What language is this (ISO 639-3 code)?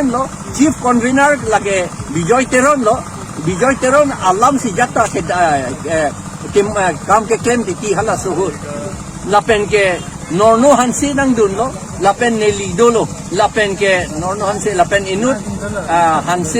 mjw